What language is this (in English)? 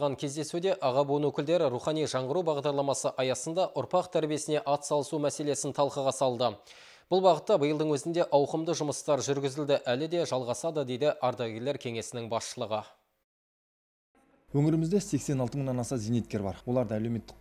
Kazakh